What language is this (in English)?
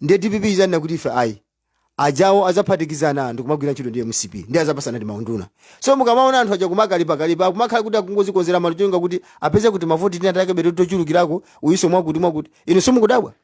Nyanja